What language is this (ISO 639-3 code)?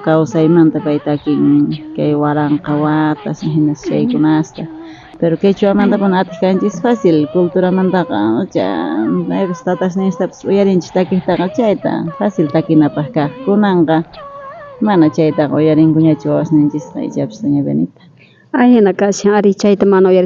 quh